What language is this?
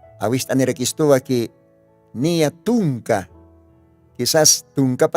Aymara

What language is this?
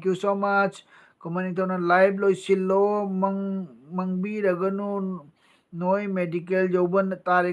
Manipuri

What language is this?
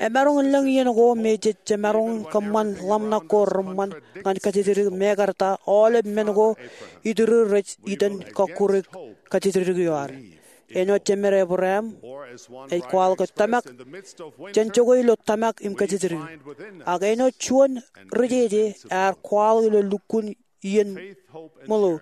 Marshallese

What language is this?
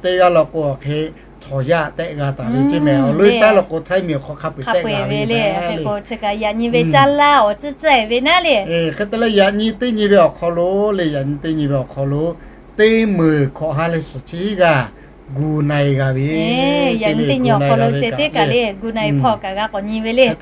Lahu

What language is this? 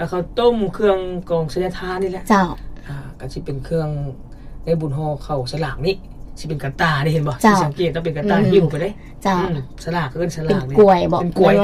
Lao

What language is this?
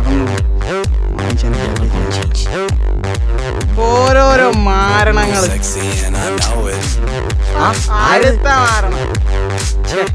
Malayalam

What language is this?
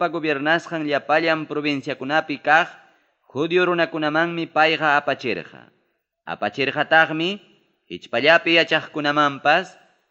Ayacucho Quechua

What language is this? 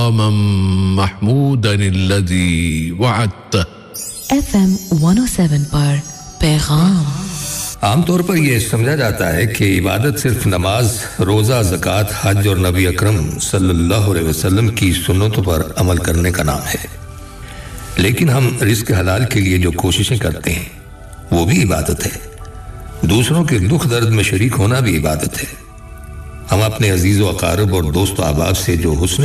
Urdu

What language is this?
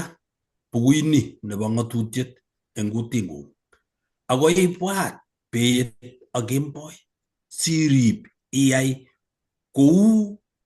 Kalenjin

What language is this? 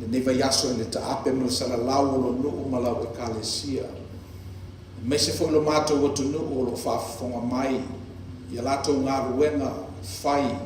Samoan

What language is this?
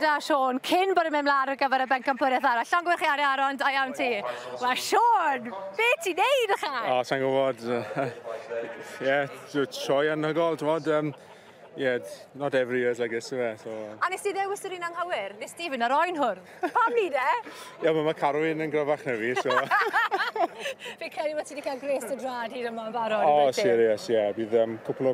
Welsh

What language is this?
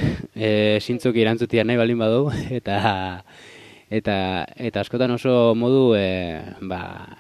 Basque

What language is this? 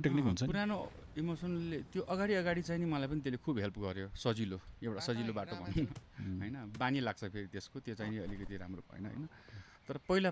Nepali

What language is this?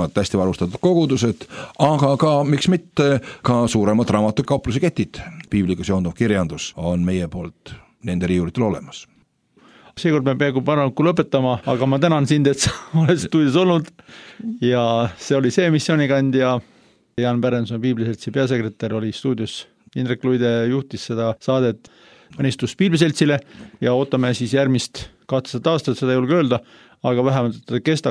Estonian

